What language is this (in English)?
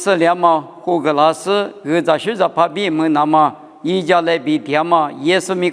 Lisu